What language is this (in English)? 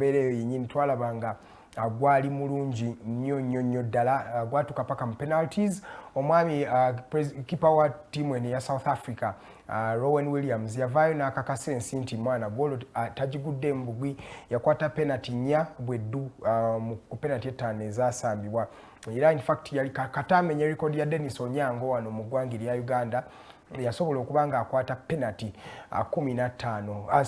Ganda